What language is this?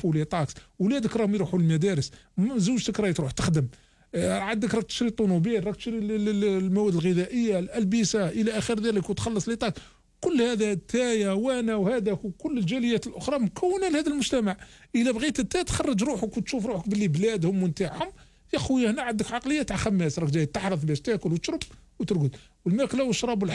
Algerian Arabic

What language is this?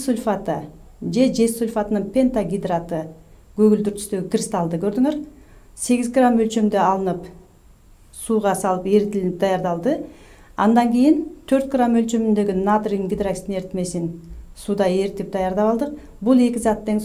Kyrgyz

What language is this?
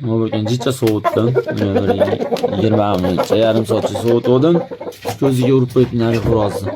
Uzbek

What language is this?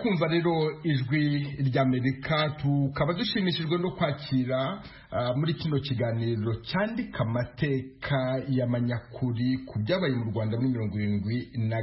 Kinyarwanda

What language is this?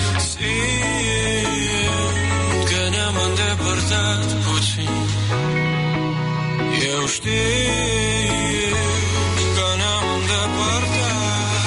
Romanian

